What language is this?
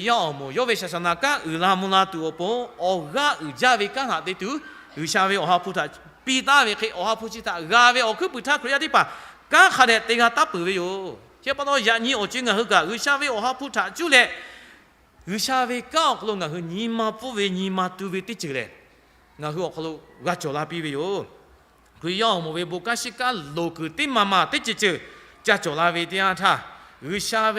Lahu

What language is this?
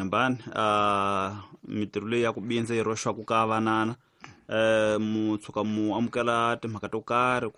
Tsonga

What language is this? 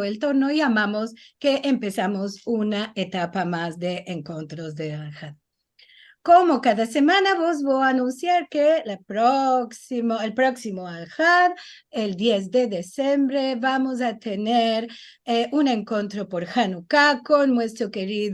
Ladino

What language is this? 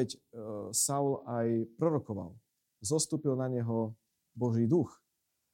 Slovak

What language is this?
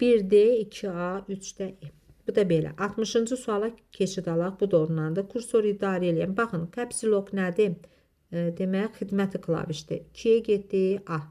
Azerbaijani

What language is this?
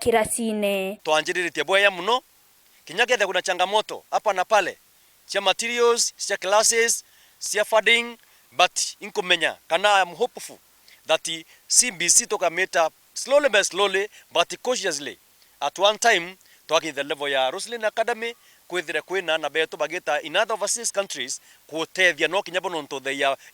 Meru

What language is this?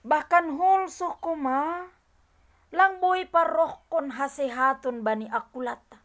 Batak Simalungun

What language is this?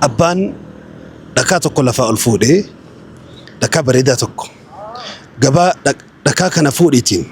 Oromo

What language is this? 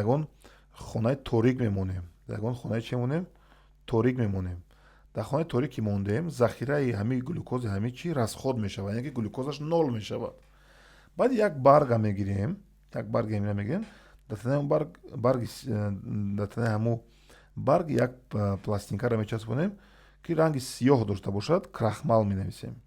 Tajik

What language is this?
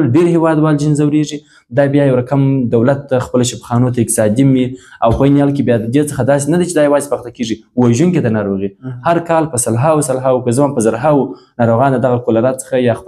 Pashto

